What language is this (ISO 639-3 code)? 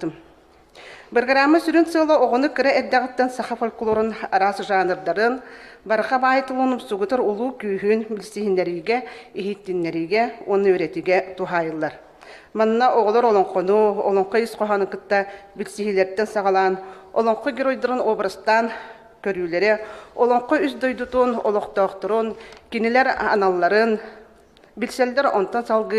sah